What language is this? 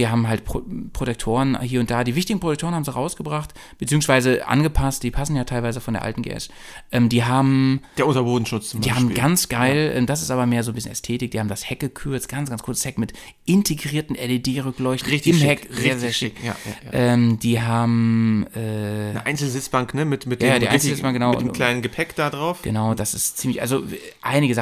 German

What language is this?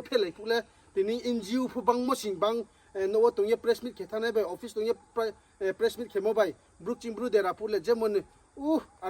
Riang (India)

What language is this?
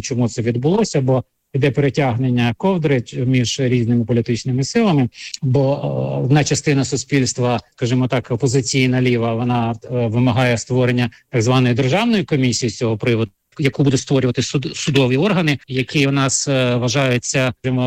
Ukrainian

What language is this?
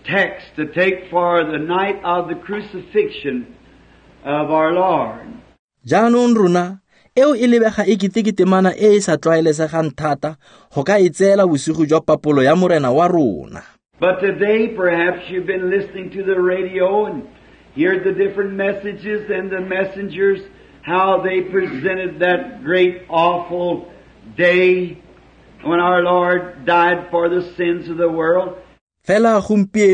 Tswana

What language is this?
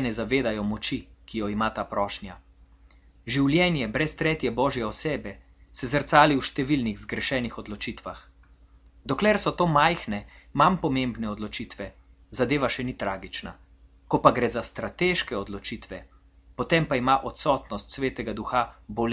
Slovenian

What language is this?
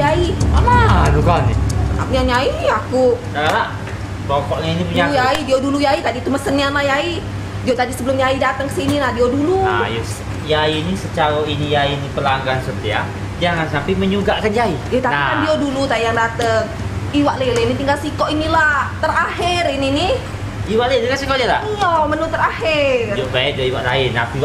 Musi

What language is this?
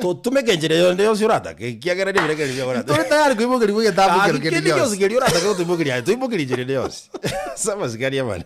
Gusii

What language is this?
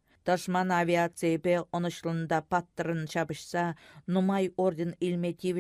Chuvash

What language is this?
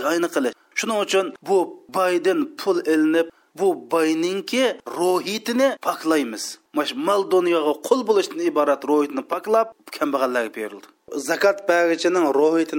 Uyghur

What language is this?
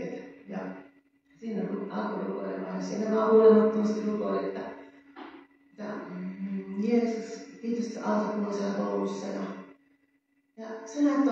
Finnish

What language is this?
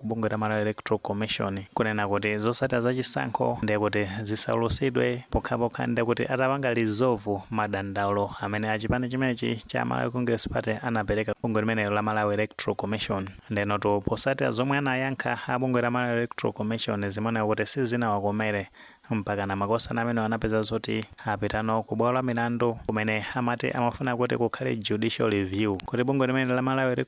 Nyanja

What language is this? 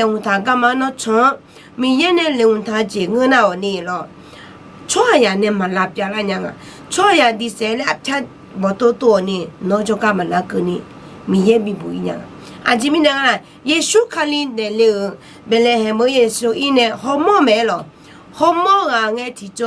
Akha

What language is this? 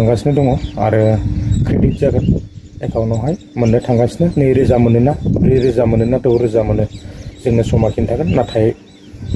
Bodo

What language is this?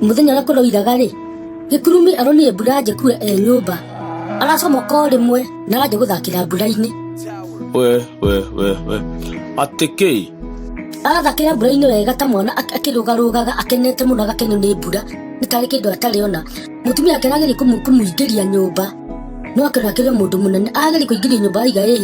Kikuyu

